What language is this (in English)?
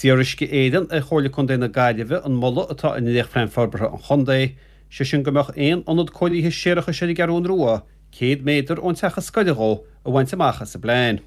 Irish